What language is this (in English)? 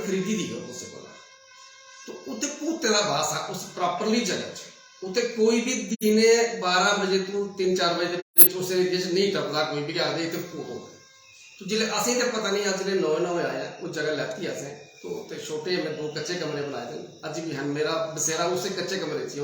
Dogri